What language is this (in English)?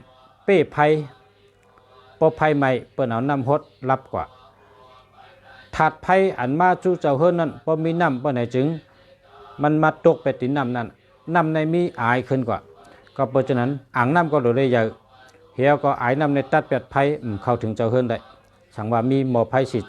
Shan